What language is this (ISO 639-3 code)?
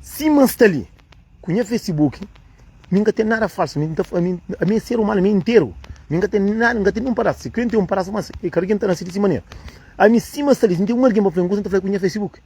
kea